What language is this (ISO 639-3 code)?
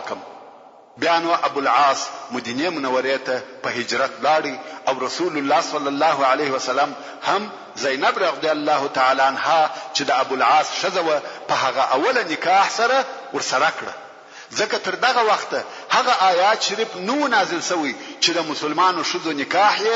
pus